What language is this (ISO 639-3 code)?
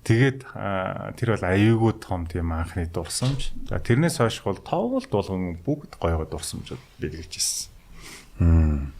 mon